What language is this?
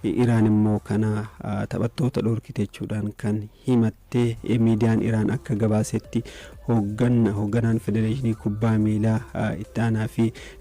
Oromo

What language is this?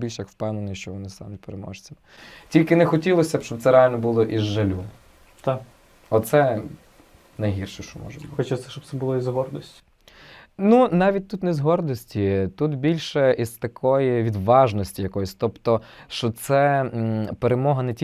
Ukrainian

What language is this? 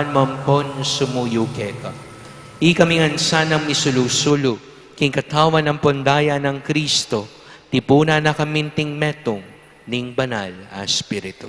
Pampanga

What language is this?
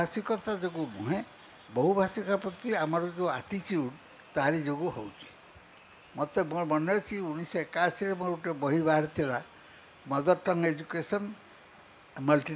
Odia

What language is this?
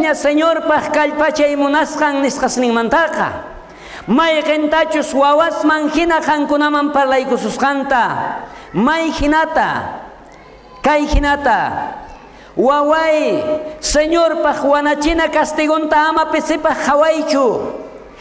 South Bolivian Quechua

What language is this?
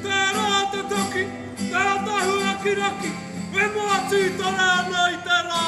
Māori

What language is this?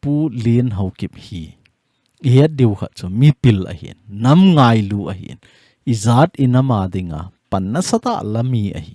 Thado Chin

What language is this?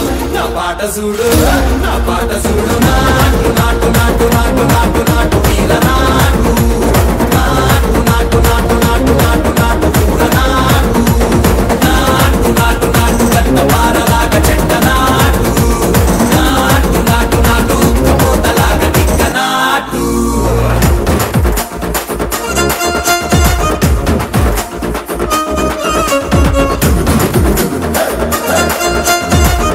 Telugu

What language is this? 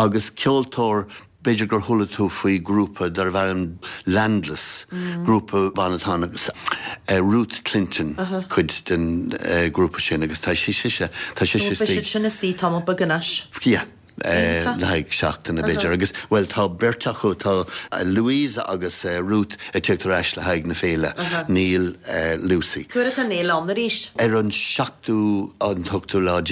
Irish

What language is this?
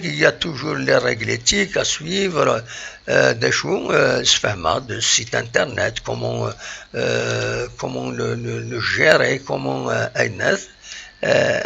Kabyle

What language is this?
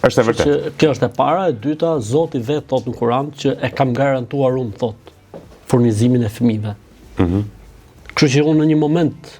Albanian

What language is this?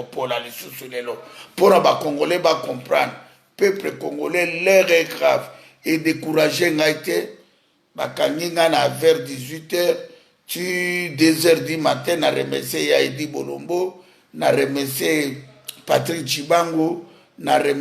Lingala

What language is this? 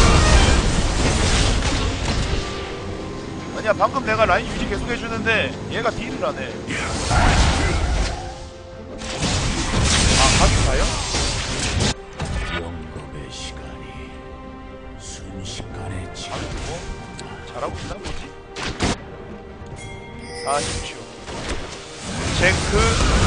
Korean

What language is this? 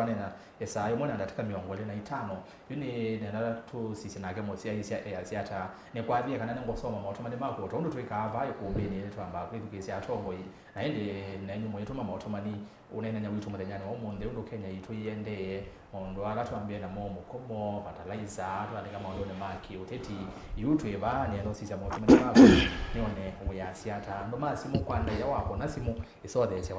Kamba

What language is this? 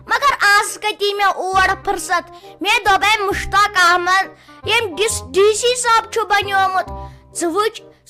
Kashmiri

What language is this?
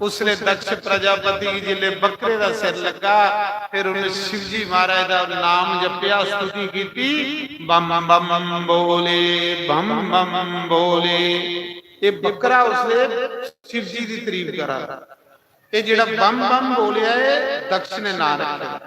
Dogri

